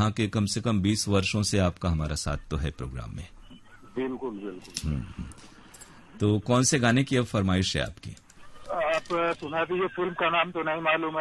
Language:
Hindi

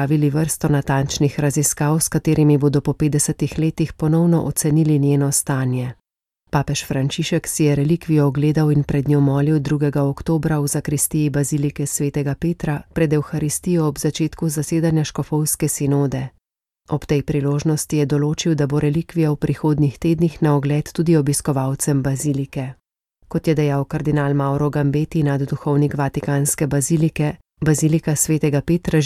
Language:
Slovenian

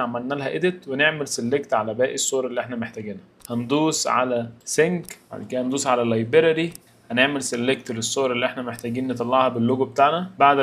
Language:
Egyptian Arabic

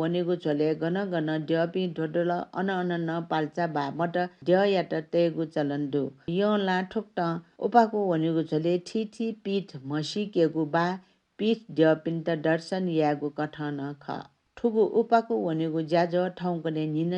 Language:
Newari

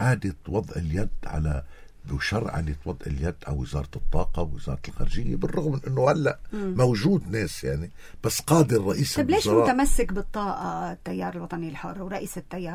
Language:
North Levantine Arabic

